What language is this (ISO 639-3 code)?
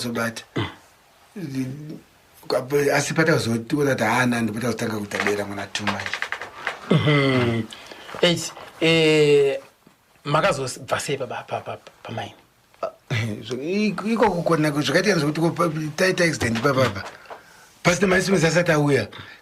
sna